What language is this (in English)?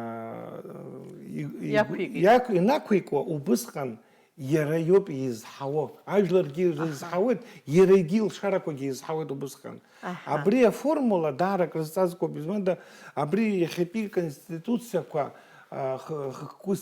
Abkhazian